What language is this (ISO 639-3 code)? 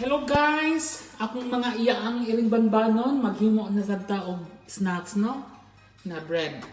ceb